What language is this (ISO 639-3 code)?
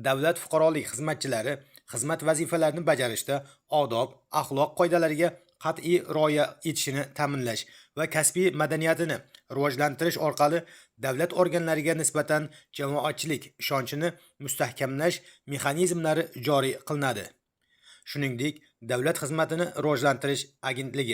uzb